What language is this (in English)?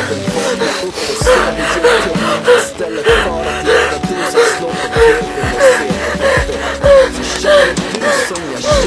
Swedish